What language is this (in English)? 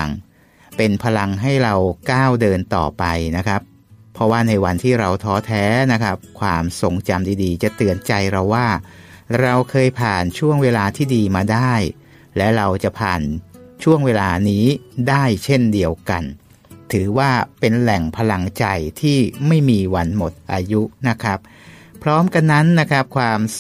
Thai